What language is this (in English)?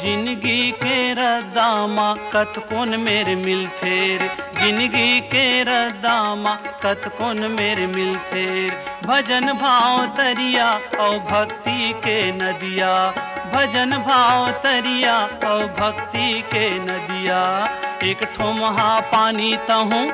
Chhattisgarhi